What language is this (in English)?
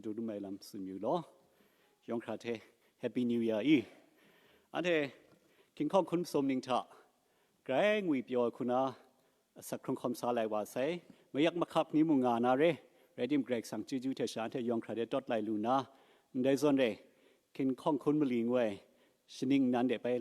Kachin